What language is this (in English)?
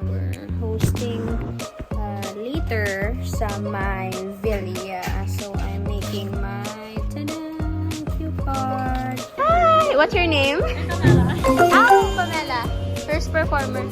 Hiligaynon